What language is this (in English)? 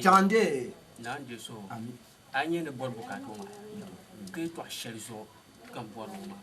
Dagbani